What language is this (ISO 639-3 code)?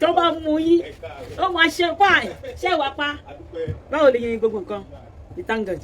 yor